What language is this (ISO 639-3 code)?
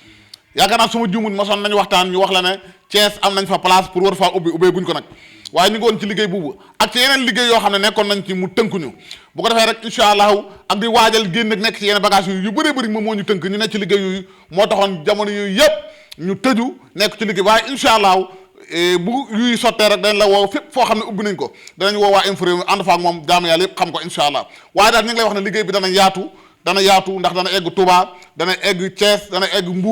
wol